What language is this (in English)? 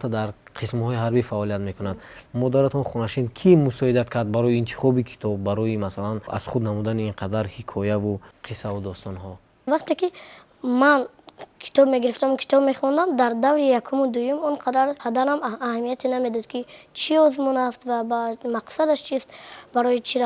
Tajik